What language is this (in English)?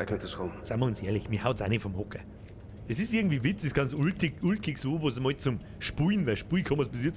Bavarian